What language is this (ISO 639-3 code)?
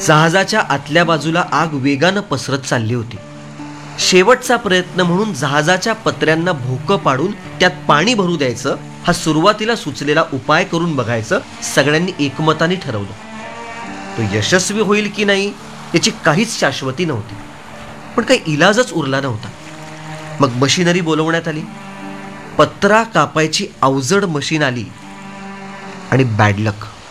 mar